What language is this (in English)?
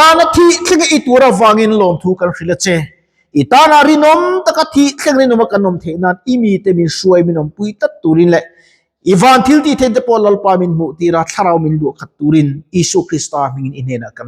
Mizo